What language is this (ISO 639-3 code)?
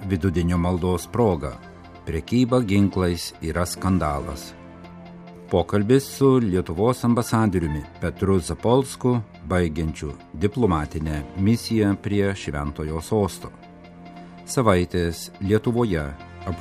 lit